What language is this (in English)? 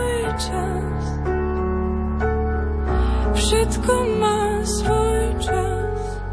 Slovak